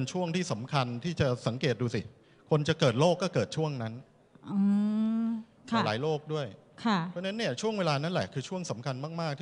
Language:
Thai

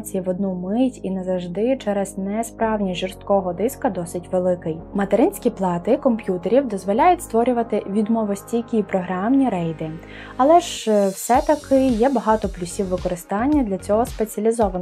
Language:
Ukrainian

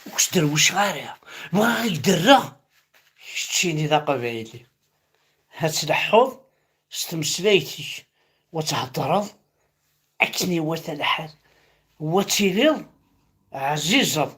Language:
Kabyle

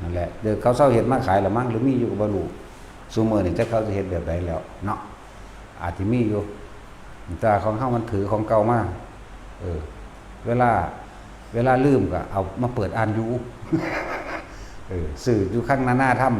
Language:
Lao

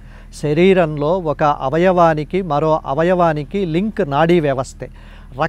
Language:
Telugu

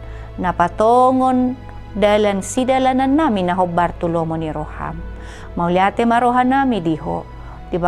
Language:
Batak Toba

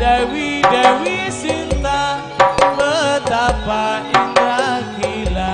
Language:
Madurese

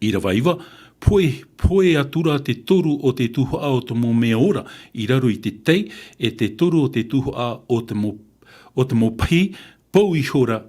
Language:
Tahitian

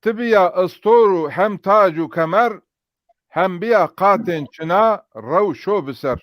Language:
Zaza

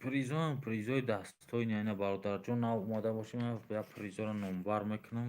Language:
Tajik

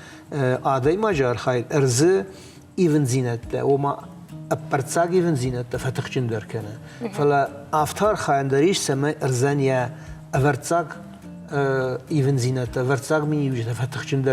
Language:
Ossetic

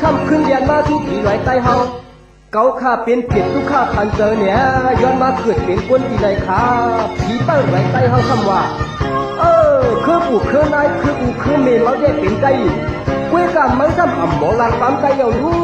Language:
Shan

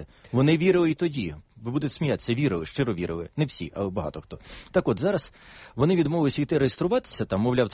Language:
Ukrainian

